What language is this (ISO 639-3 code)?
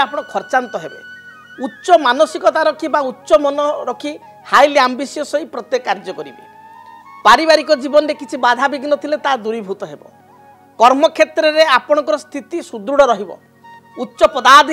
ori